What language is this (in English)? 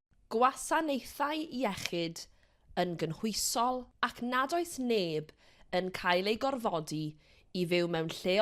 Welsh